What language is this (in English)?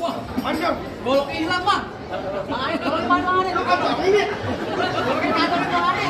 Betawi